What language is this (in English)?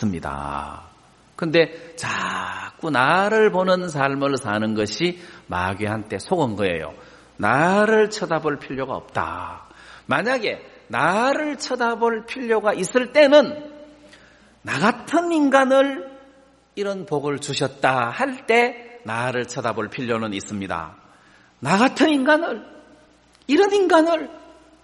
Korean